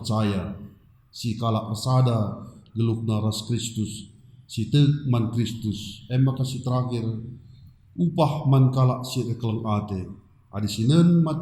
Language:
Batak Karo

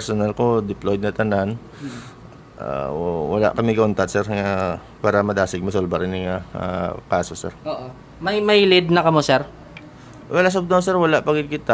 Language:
Hiligaynon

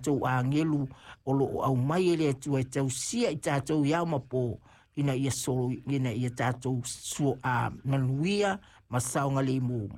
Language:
Samoan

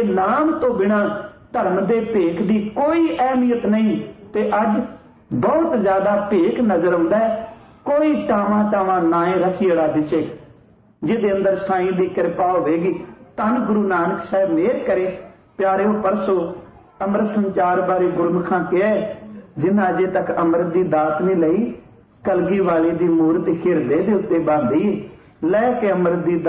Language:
Punjabi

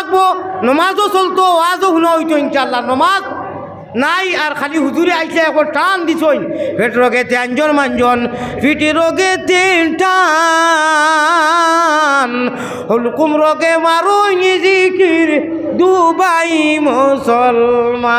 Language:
Sylheti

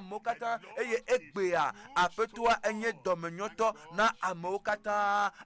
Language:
Ewe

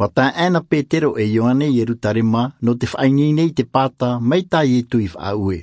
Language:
Tahitian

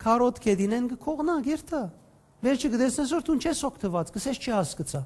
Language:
Western Armenian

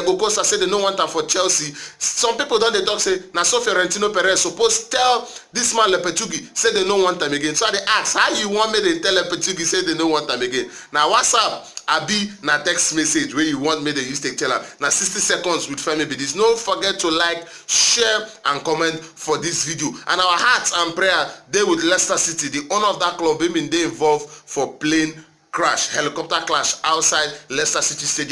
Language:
Nigerian Pidgin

